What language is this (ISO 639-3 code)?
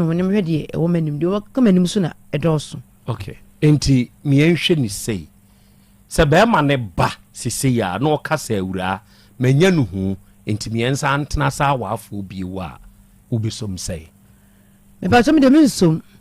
aka